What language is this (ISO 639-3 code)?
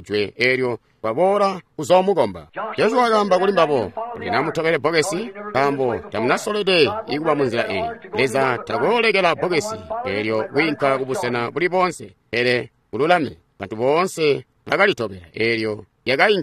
toi